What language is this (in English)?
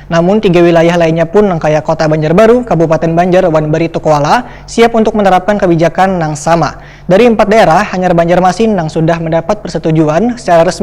Banjar